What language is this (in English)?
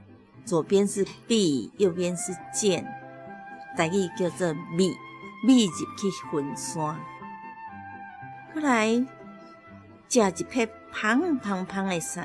Min Nan Chinese